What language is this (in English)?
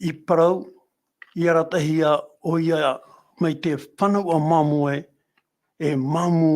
Tahitian